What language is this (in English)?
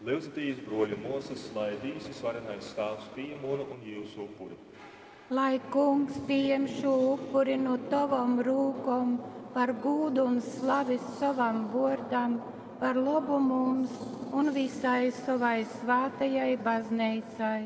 Latgalian